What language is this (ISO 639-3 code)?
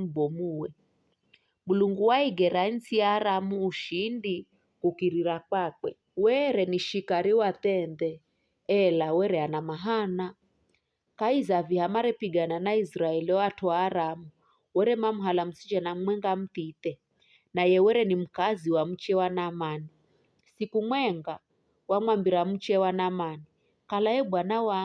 nyf